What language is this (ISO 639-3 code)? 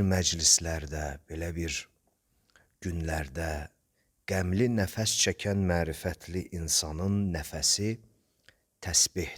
aze